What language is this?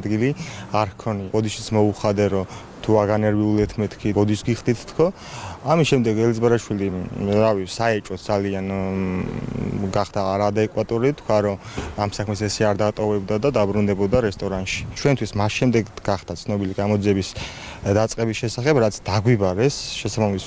Georgian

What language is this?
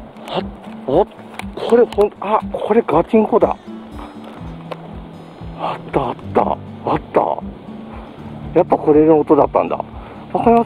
Japanese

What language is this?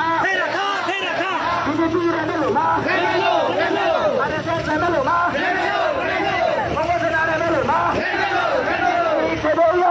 Karbi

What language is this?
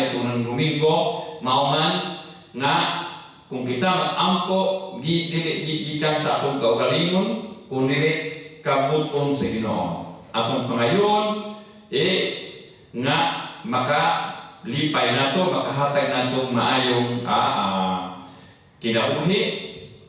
Cebuano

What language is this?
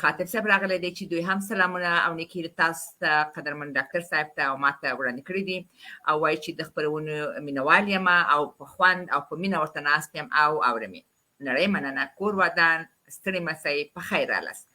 Pashto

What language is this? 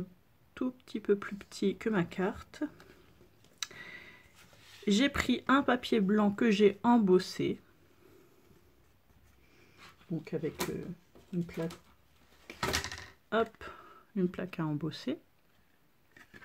French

